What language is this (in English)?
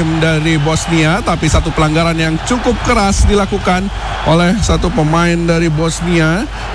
Indonesian